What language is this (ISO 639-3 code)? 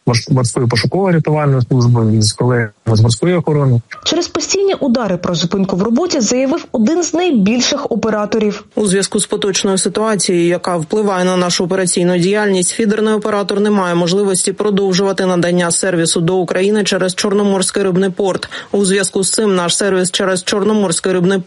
ukr